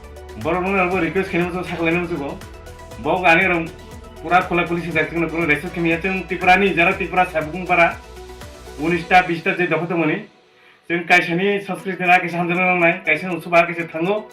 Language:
Riang (India)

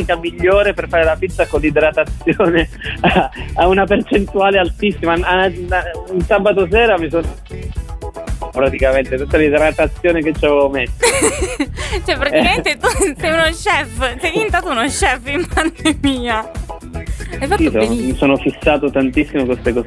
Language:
Italian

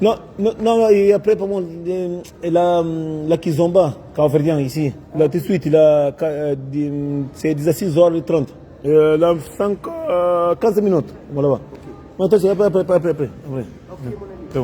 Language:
Kabuverdianu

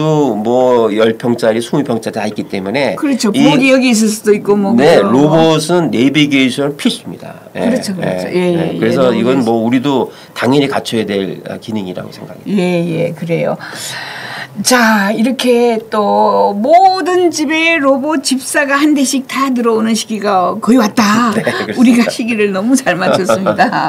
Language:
Korean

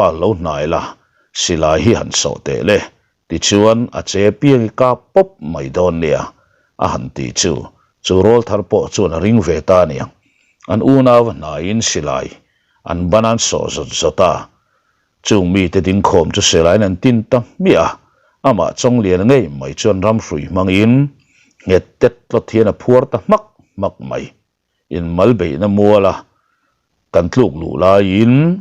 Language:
Mizo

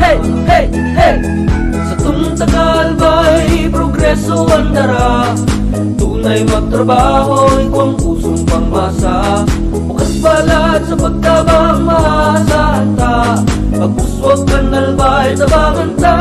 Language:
Bikol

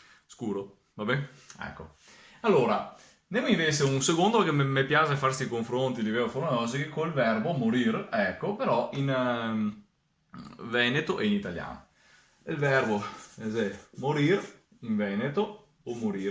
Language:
Venetian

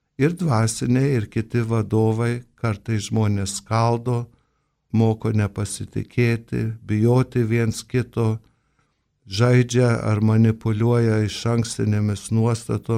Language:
Lithuanian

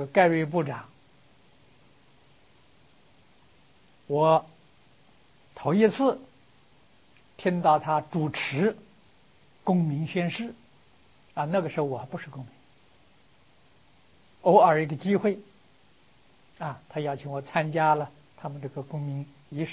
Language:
Chinese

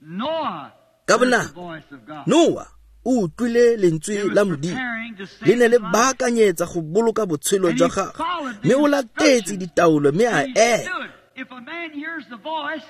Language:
Tswana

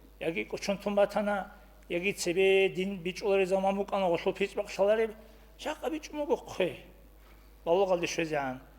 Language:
Avaric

